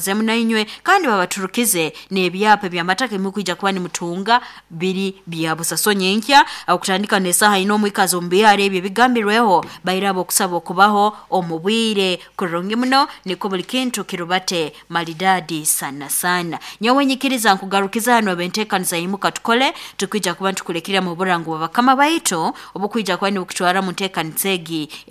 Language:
Nyoro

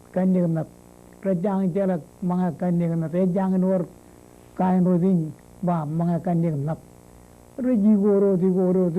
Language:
Marshallese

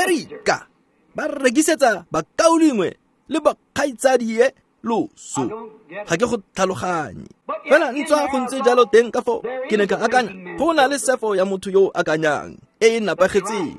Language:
Tswana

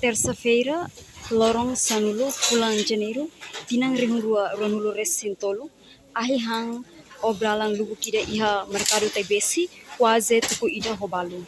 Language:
Tetum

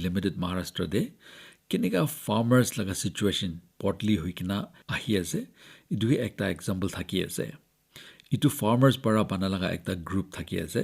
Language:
Naga Pidgin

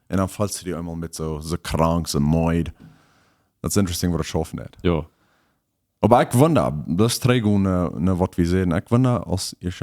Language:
Plautdietsch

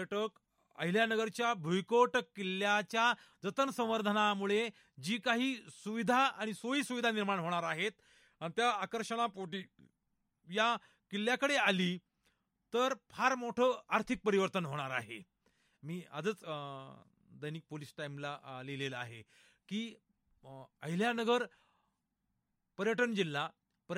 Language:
Marathi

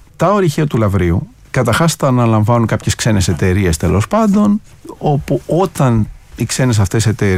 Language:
Greek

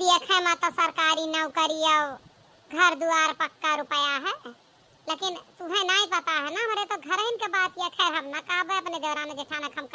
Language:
Awadhi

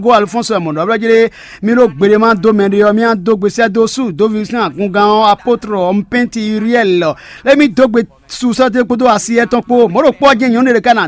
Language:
Fon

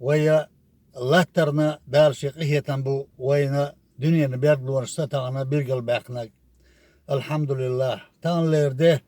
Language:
Chechen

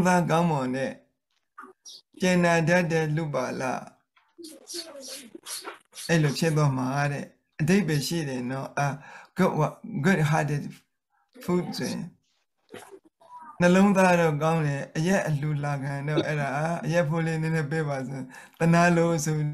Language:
Burmese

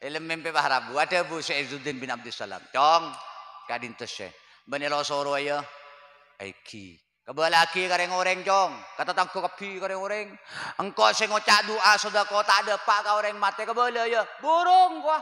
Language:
Madurese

